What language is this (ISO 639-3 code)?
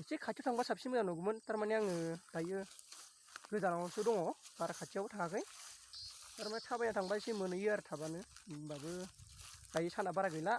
brx